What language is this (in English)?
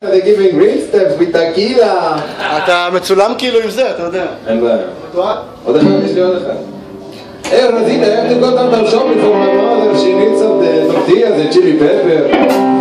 Hebrew